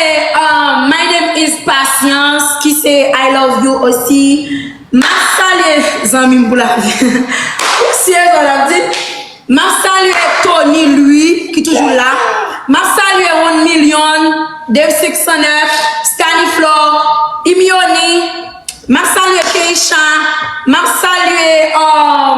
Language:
Haitian Creole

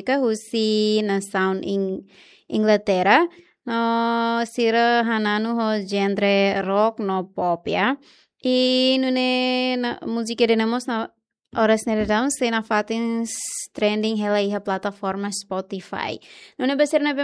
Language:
Tetum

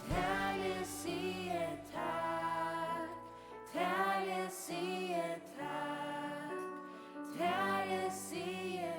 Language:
Faroese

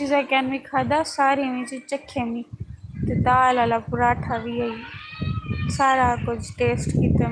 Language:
Saraiki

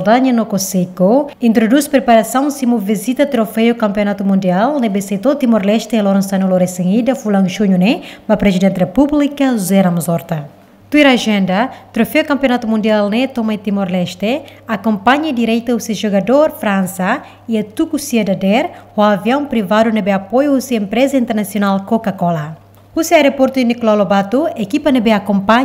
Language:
Tetum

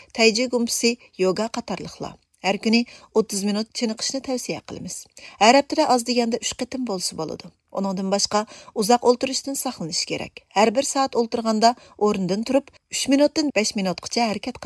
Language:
Uyghur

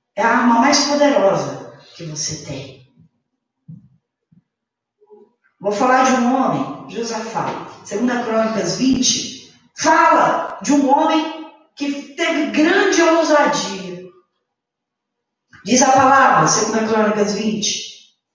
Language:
Portuguese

